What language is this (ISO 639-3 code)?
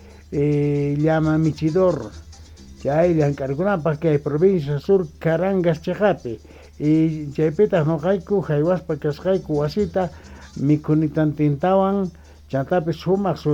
quh